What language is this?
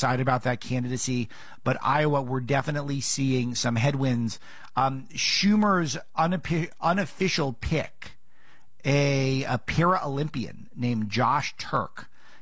English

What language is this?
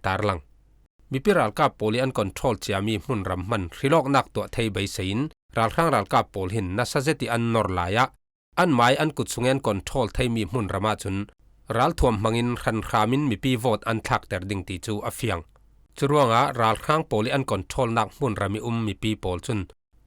Falam Chin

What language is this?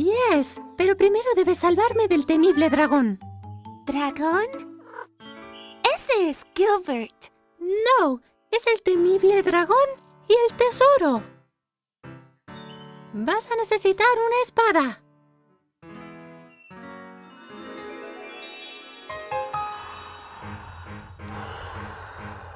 Spanish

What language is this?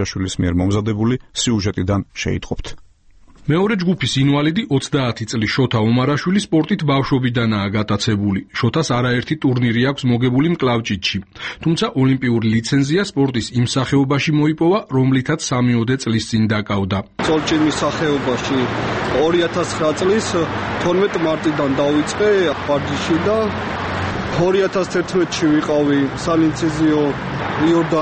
Georgian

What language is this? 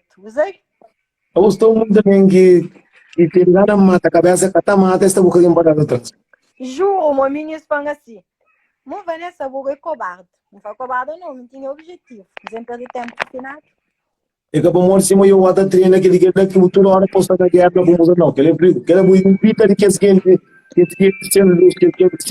Kabuverdianu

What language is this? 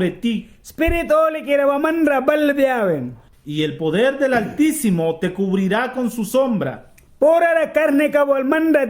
Mískito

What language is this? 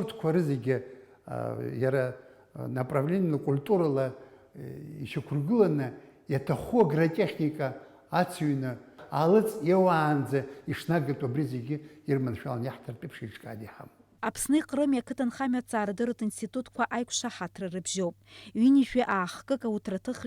Abkhazian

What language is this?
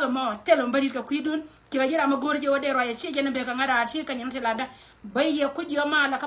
Nuer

